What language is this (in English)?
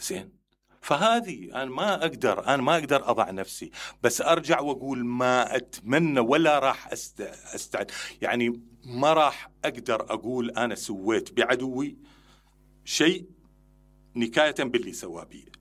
Mesopotamian Arabic